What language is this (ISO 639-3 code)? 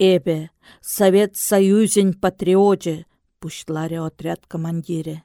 chv